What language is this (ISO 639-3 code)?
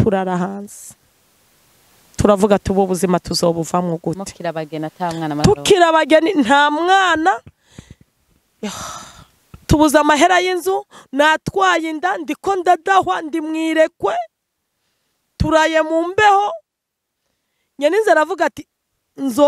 run